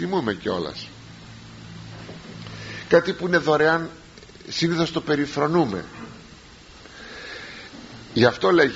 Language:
Greek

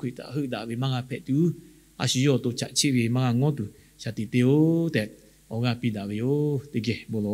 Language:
Lahu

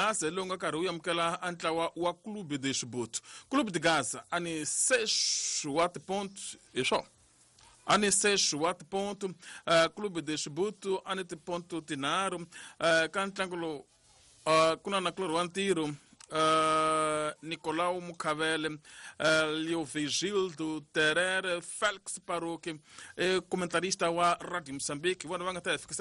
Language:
Tsonga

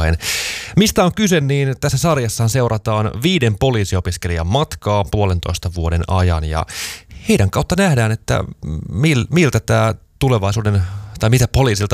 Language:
Finnish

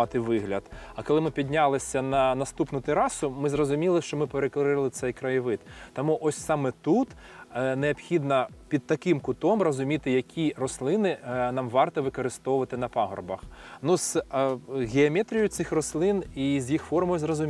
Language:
Ukrainian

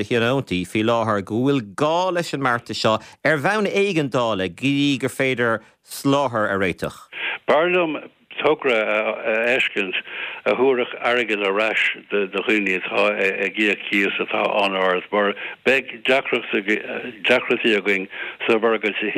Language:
Irish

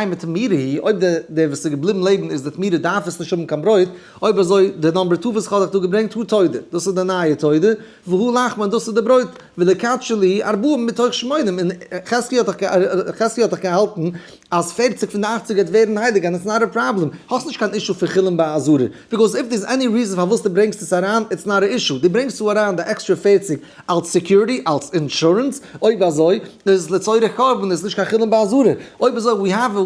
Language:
Yiddish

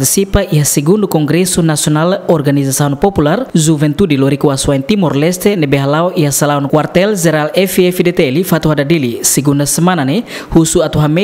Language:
Tetum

